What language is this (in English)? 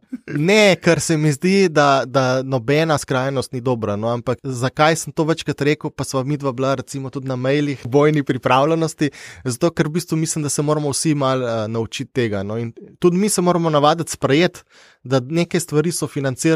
Slovenian